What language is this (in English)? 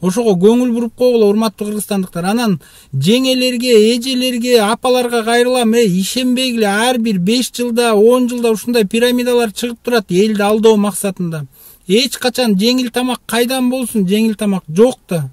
Kyrgyz